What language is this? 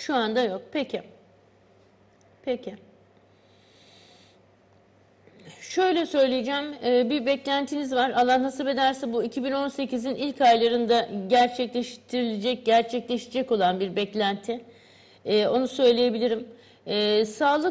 Turkish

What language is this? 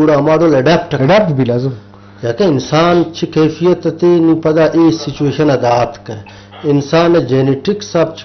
Eastern Balochi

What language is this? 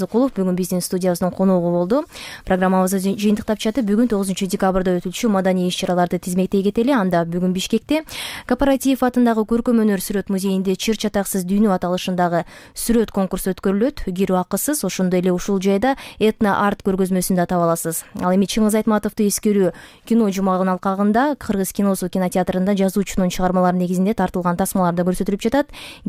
Kyrgyz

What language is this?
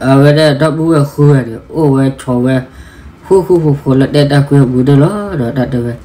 S'gaw Karen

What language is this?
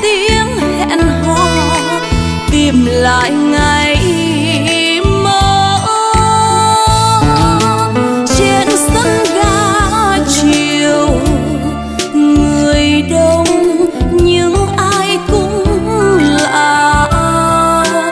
Vietnamese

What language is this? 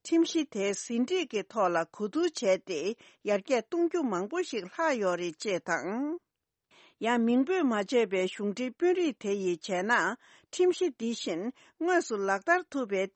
Tibetan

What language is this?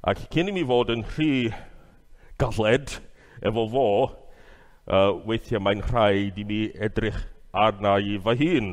Welsh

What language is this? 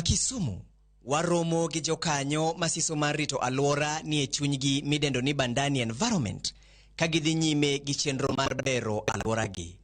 Luo (Kenya and Tanzania)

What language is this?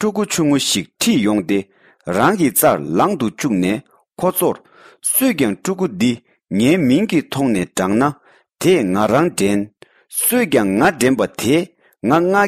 Tibetan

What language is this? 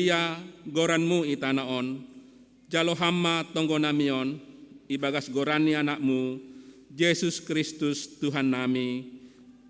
Batak Simalungun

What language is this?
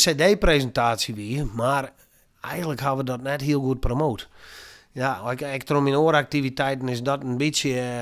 Western Frisian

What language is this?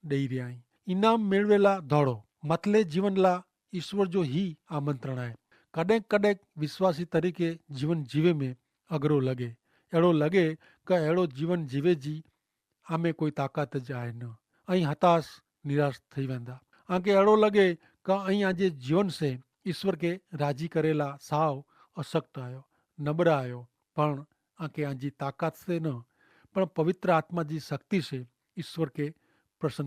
Kachhi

